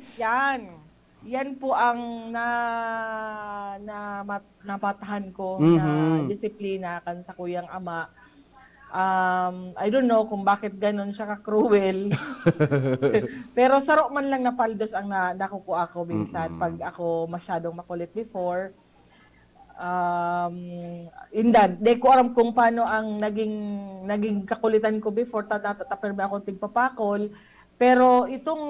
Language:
Bikol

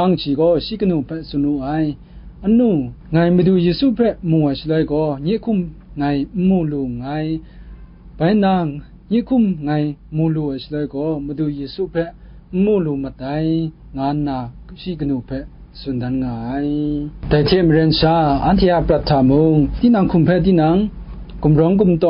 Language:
Kachin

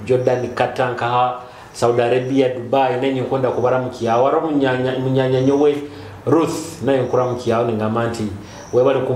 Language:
Nyoro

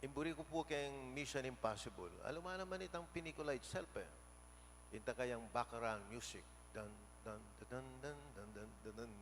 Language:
Pampanga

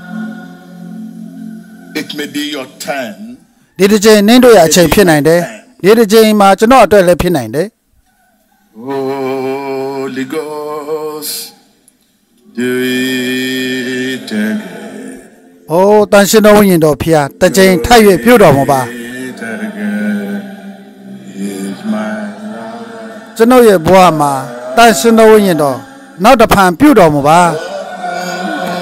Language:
Burmese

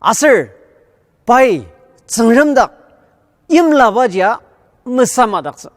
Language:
Ao Naga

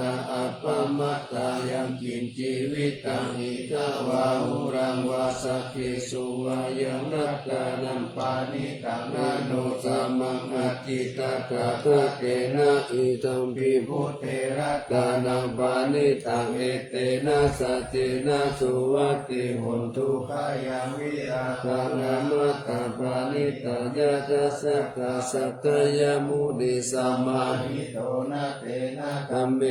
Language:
Pali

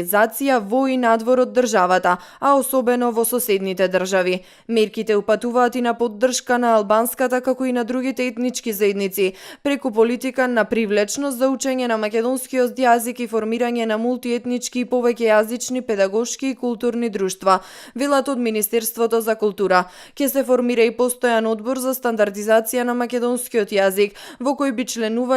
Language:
Macedonian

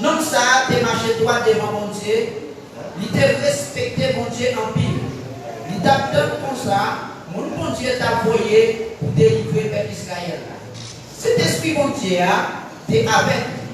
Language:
Haitian Creole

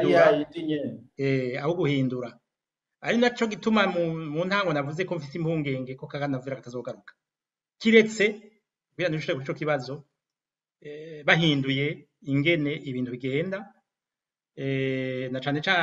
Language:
Rundi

